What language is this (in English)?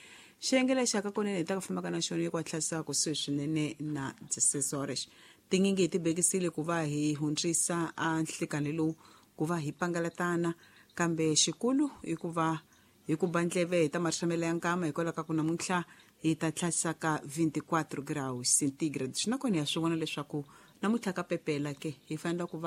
Tsonga